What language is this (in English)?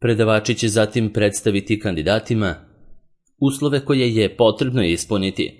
Serbian